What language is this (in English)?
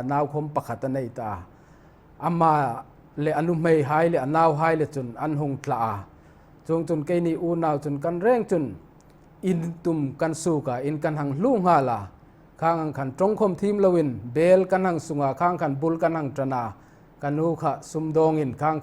Hmar